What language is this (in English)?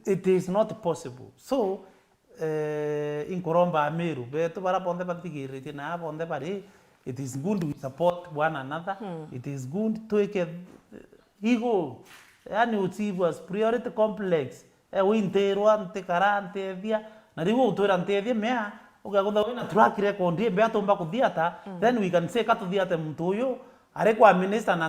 Meru